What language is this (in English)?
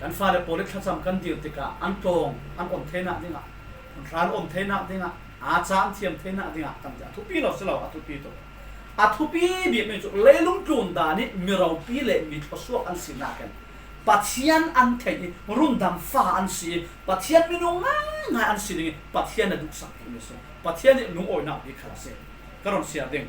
Falam Chin